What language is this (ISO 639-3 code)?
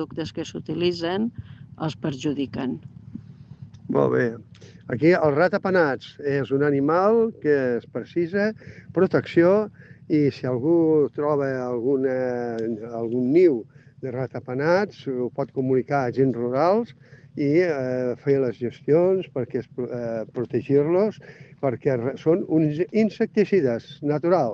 cat